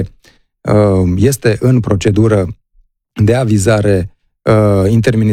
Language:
Romanian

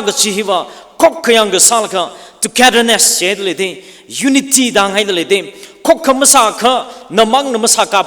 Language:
Tangkhul Naga (India)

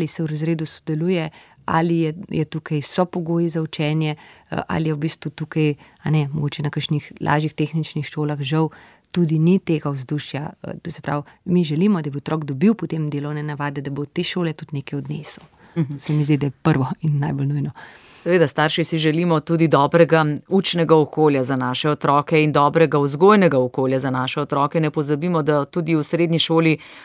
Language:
Slovenian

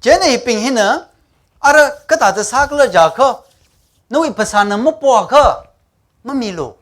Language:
Tangkhul Naga (India)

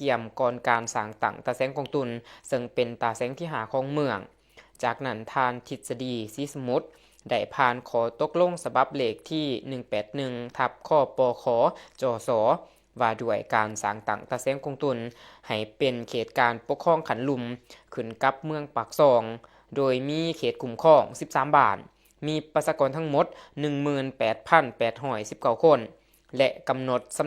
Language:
Lao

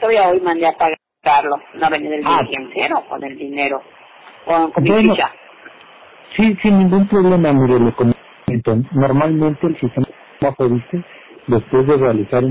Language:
Spanish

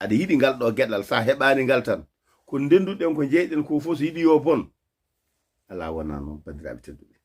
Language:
Fula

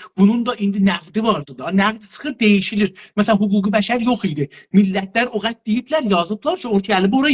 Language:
South Azerbaijani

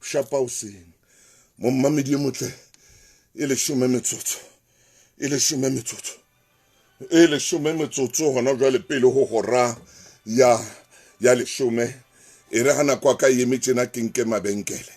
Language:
Southern Sotho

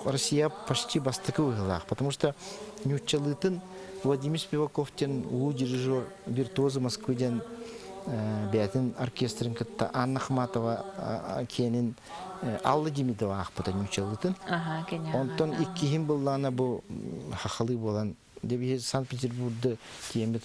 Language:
Yakut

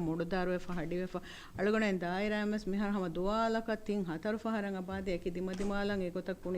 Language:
Divehi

